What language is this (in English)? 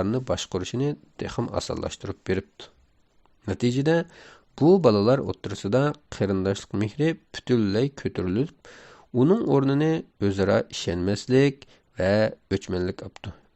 Uyghur